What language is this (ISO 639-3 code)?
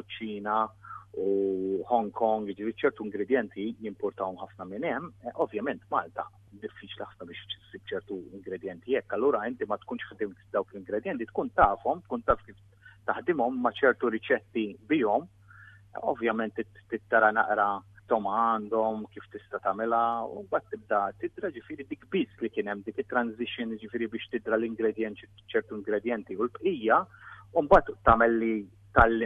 mlt